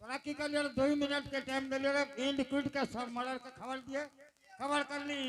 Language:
Angika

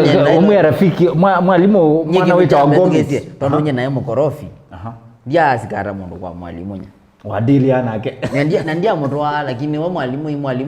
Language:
Kamba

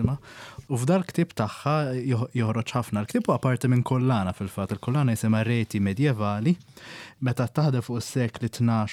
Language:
Maltese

